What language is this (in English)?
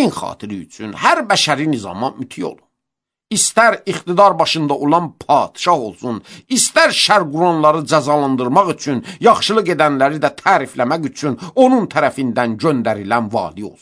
Azerbaijani